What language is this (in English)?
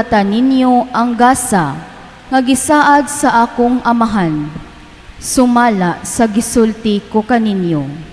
Cebuano